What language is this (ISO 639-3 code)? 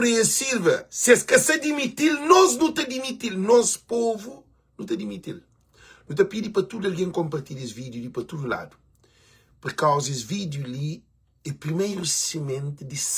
kea